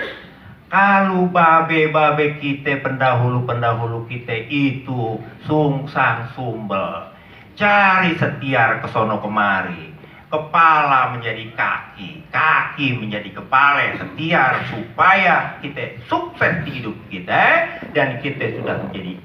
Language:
Betawi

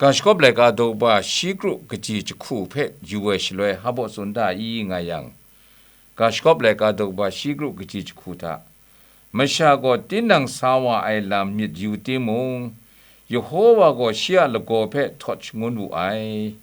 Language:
Kachin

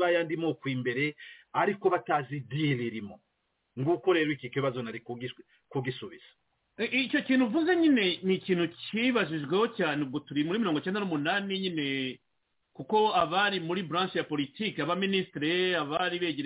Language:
Kinyarwanda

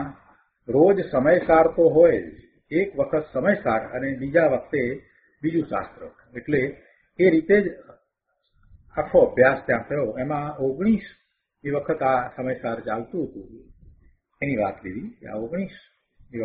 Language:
Gujarati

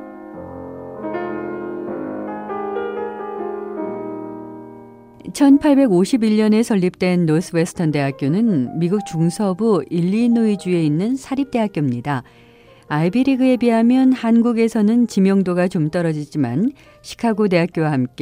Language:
Korean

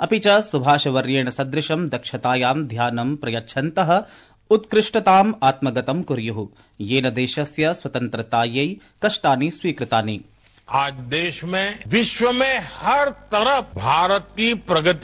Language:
Sanskrit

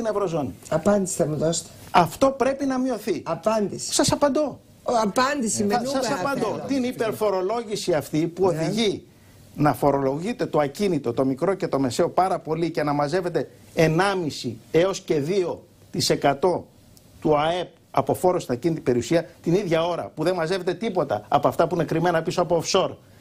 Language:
Greek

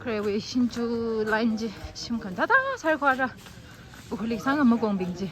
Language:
Tangkhul Naga (India)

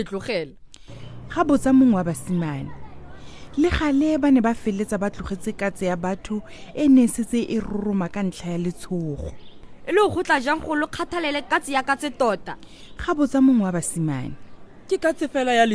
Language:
Tswana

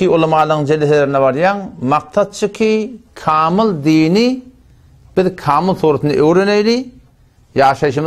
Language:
Turkmen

